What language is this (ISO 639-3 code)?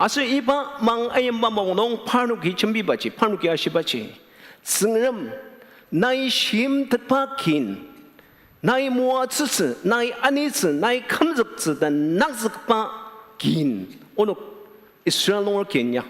njo